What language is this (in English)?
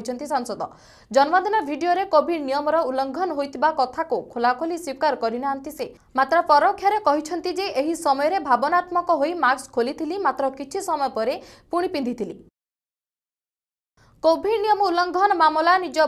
Odia